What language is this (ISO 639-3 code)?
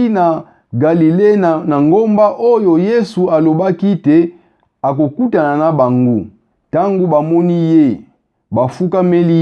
lin